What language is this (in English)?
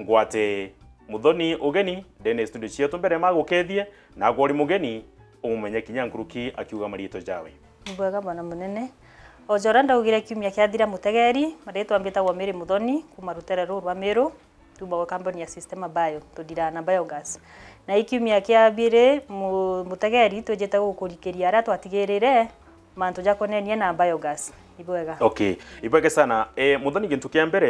Meru